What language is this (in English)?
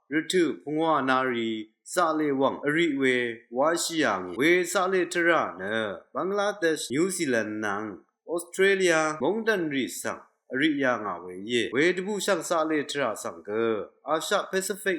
Rawang